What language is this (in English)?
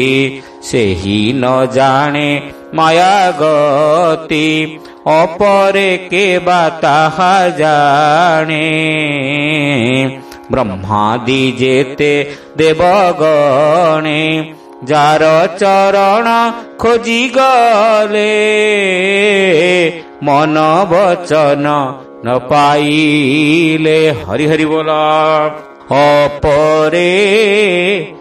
Odia